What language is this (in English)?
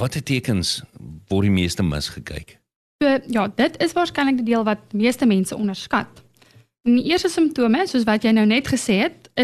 Afrikaans